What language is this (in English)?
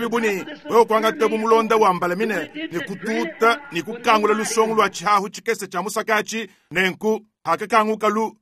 Luba-Lulua